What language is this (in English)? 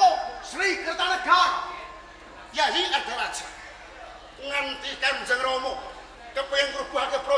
Javanese